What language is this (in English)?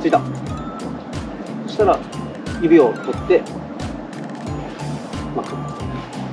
Japanese